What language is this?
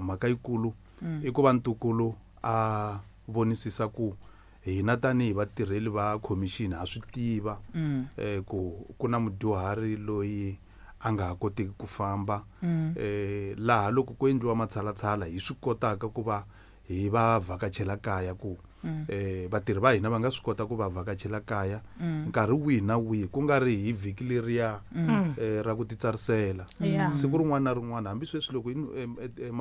Tsonga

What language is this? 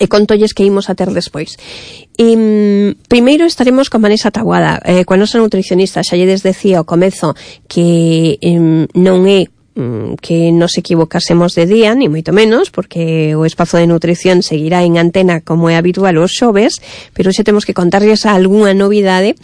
Galician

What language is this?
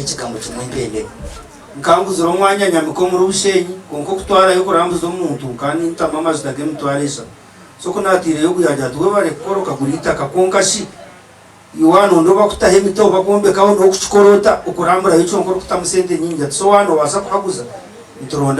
Nyankole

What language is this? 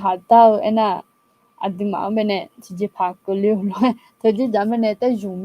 Akha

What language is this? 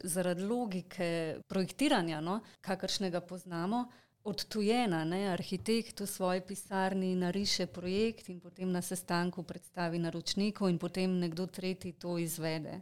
Slovenian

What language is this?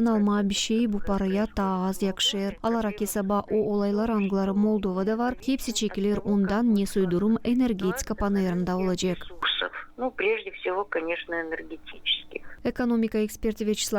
Gagauz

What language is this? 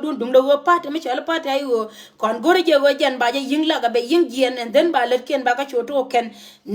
Nuer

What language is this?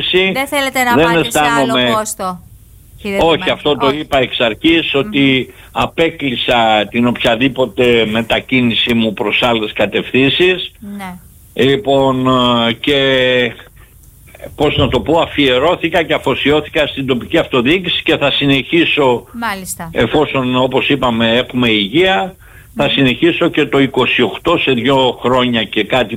Greek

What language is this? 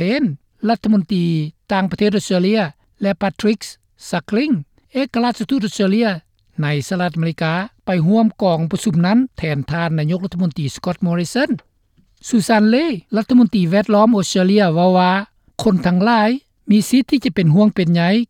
Lao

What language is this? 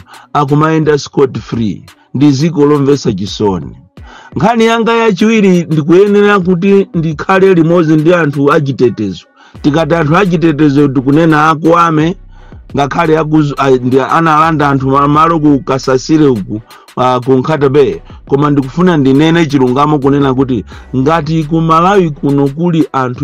Nyanja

